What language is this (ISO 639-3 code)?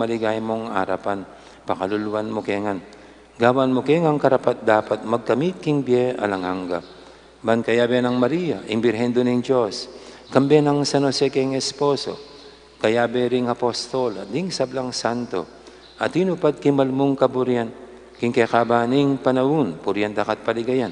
pam